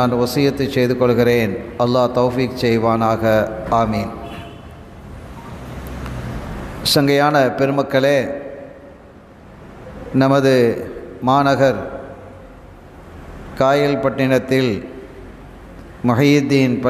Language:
Tamil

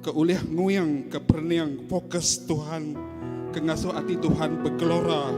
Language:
Iban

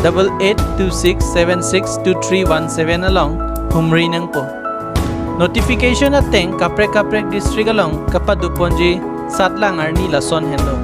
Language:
Karbi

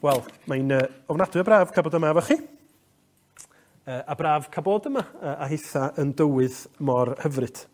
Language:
Welsh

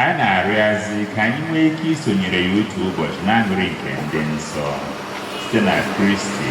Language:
Igbo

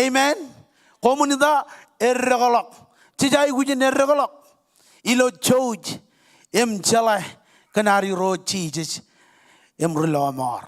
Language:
Marshallese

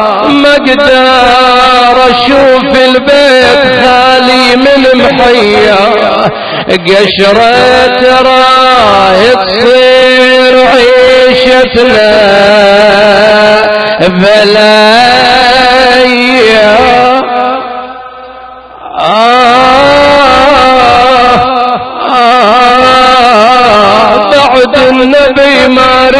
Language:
Arabic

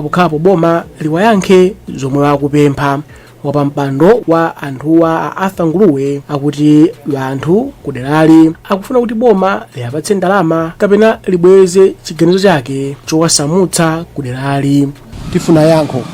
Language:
Nyanja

